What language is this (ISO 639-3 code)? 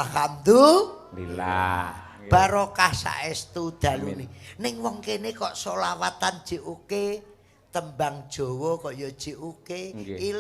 jav